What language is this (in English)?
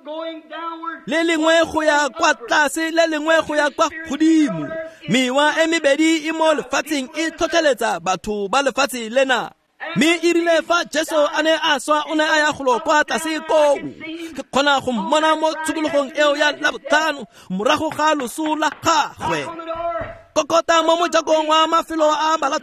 Tswana